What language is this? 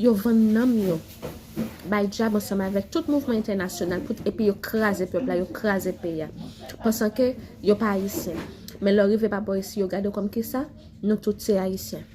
Haitian Creole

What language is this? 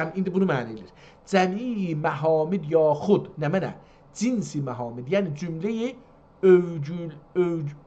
South Azerbaijani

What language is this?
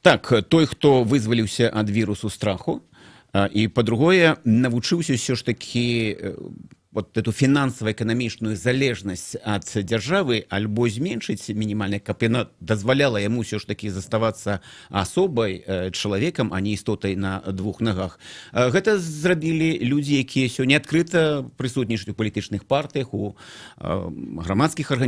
Belarusian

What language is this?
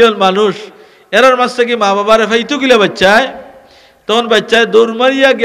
Sylheti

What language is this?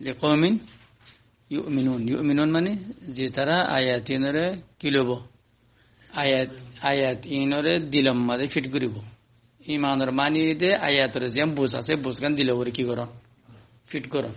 Rohingya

